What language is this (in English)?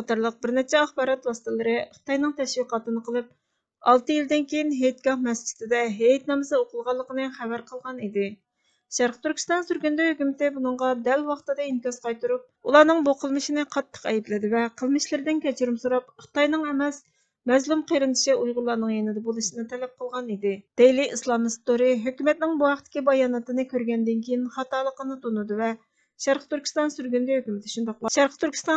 Uyghur